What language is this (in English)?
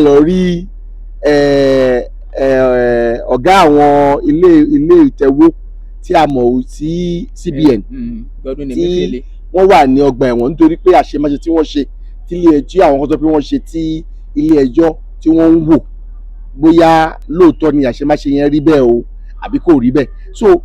Yoruba